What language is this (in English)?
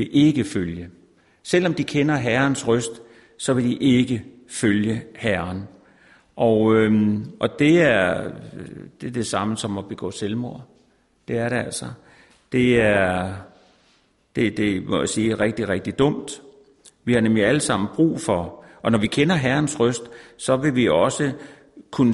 Danish